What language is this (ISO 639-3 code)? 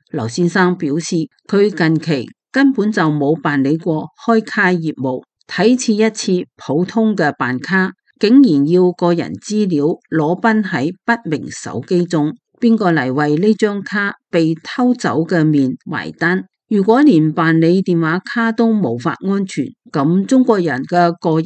yue